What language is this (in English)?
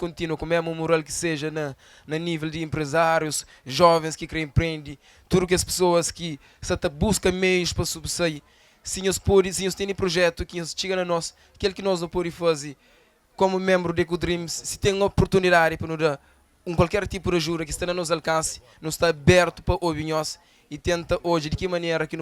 Kabuverdianu